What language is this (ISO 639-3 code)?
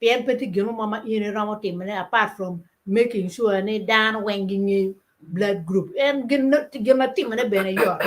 ach